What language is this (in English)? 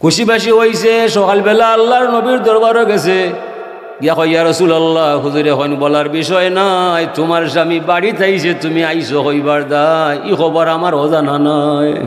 Sylheti